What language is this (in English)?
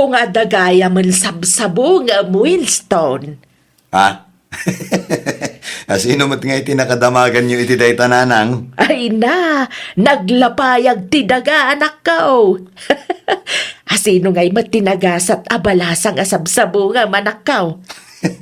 Iloko